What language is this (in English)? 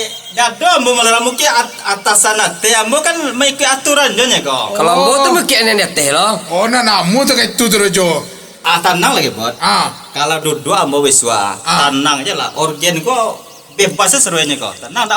Minangkabau